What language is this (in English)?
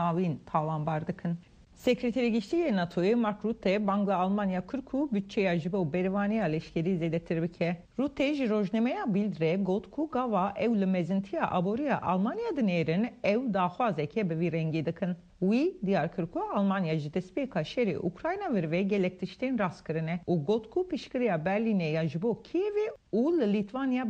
Kurdish